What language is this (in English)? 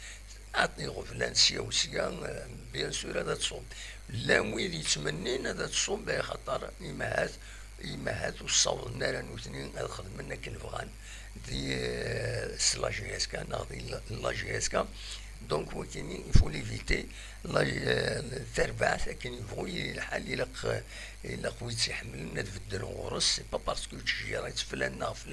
Kabyle